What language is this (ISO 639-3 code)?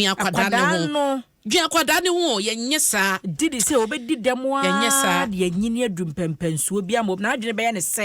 aka